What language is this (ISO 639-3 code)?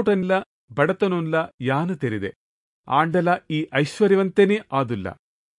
tcy